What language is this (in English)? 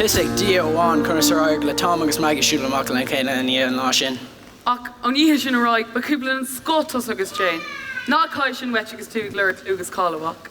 Irish